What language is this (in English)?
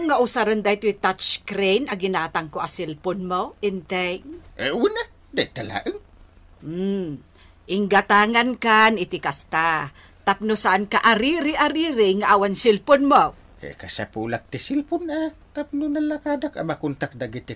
Iloko